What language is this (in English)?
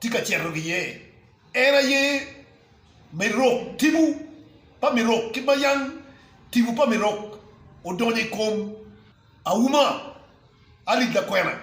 Acoli